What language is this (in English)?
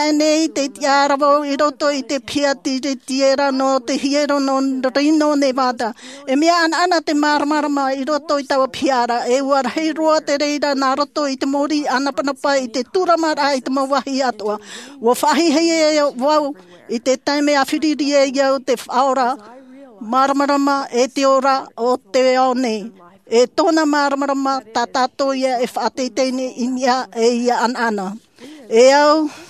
Tahitian